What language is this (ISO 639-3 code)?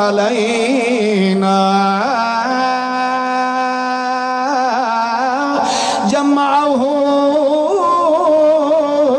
urd